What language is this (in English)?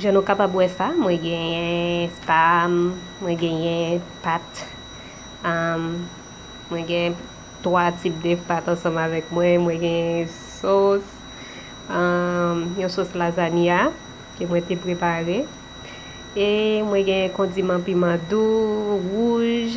Haitian Creole